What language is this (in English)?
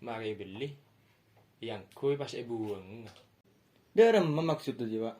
Madurese